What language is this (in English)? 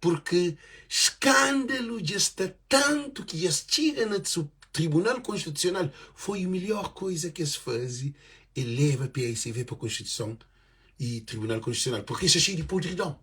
Kabuverdianu